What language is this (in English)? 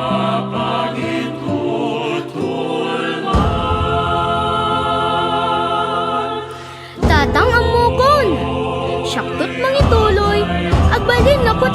Iloko